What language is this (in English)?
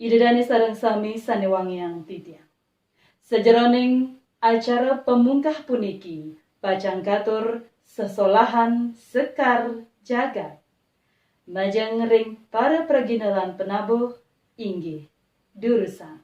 Balinese